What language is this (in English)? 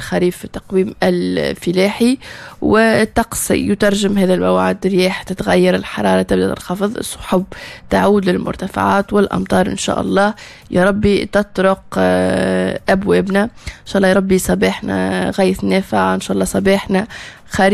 Tunisian Arabic